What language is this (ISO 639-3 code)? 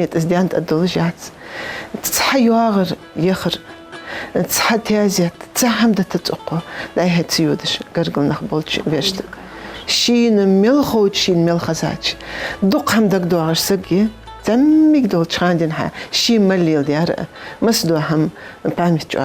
inh